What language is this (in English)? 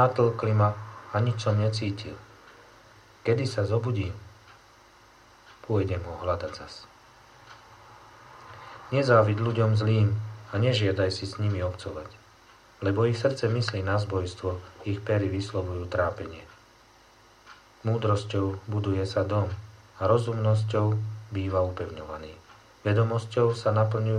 Slovak